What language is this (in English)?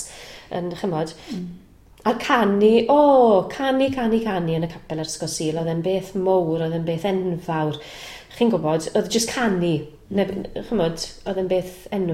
Welsh